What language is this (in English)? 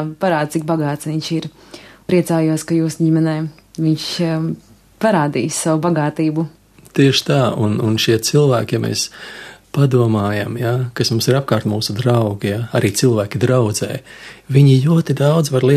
Latvian